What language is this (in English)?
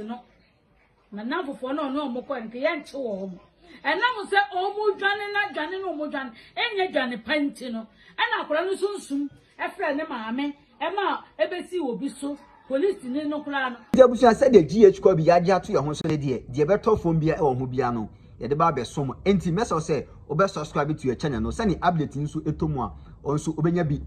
Akan